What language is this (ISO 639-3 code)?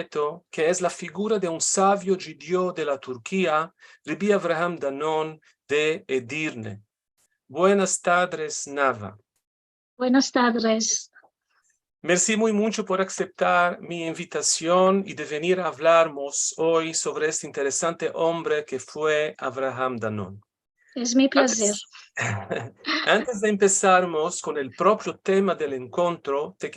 lad